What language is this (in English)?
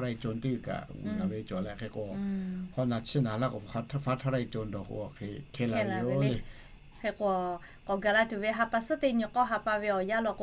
Lahu